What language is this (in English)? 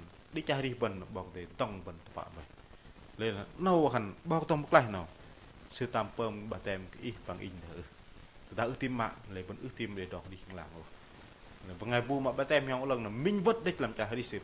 Bahnar